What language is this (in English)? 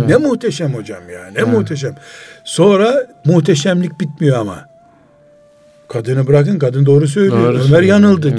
Turkish